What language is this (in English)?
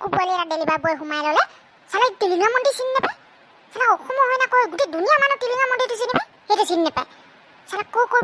Assamese